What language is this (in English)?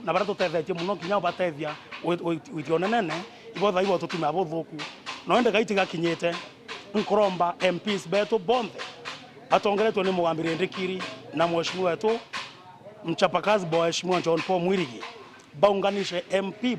Meru